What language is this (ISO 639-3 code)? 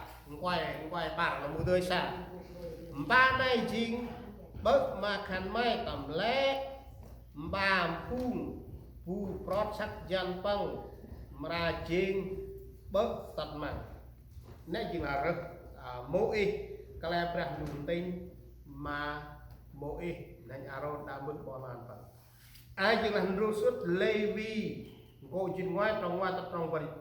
cmo